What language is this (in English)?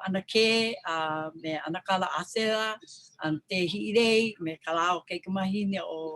Hawaiian